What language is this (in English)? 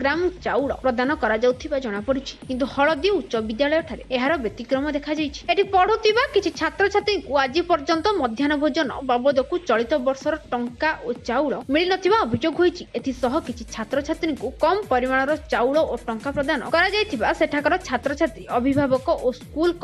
Odia